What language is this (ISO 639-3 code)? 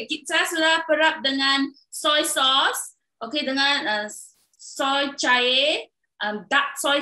msa